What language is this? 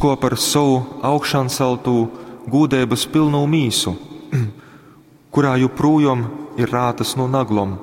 Latgalian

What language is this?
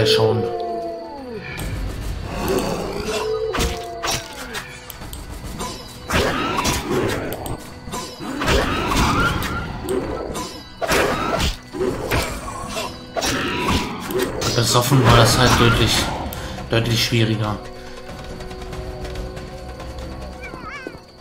German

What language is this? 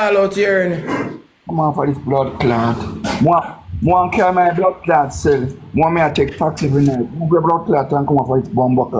Jamaican Creole English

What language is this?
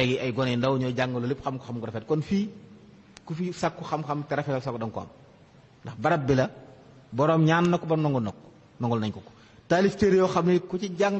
Wolof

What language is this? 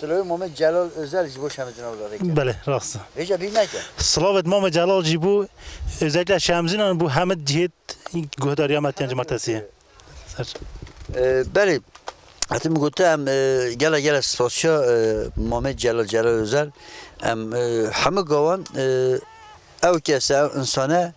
Kurdish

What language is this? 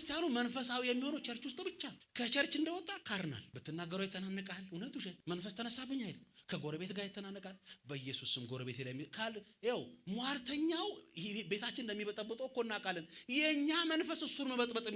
Amharic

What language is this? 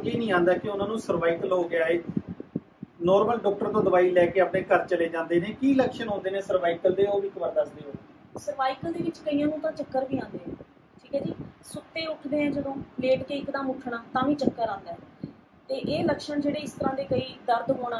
Punjabi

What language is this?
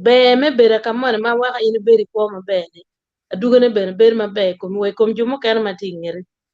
Acoli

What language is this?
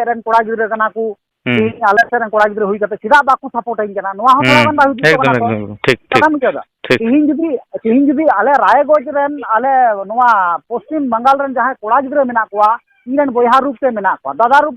Santali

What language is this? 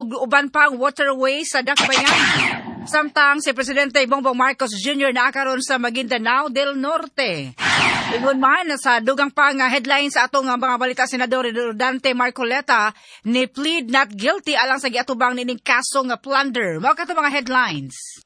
Cebuano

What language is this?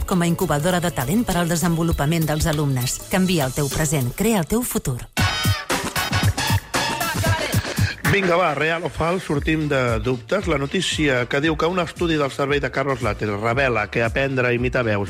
Catalan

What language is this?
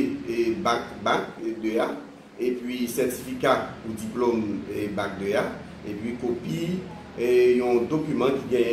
Haitian Creole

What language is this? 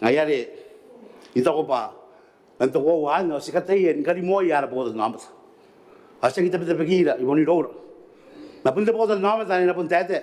Gilbertese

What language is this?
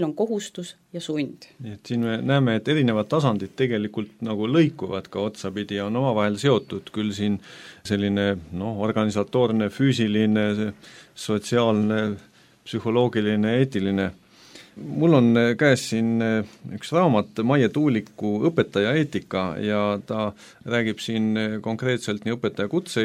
Estonian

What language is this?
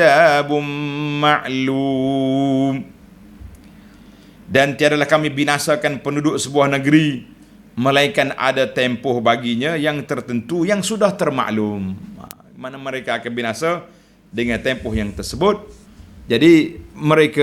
Malay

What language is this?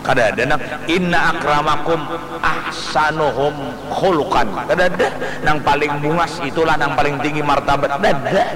Banjar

